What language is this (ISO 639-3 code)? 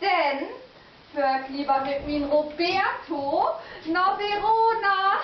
nds